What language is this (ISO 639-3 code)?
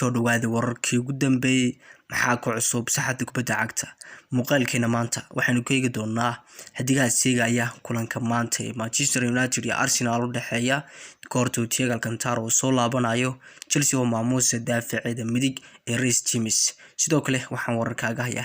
som